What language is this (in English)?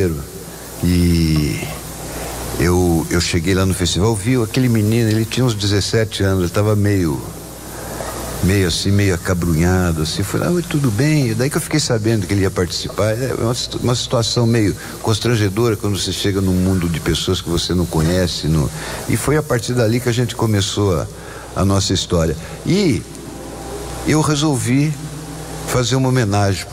Portuguese